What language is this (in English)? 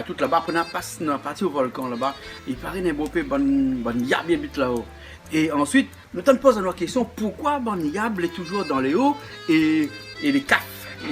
Réunion Creole French